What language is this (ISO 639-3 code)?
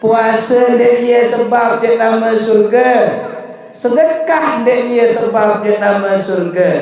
sas